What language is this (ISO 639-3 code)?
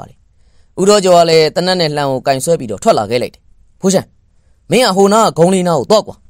mya